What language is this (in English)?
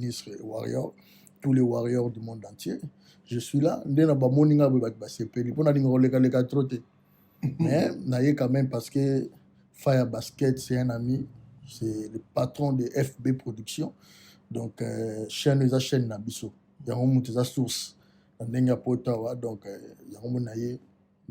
Lingala